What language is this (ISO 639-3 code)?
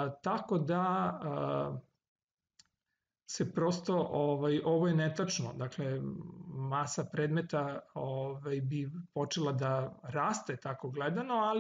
srp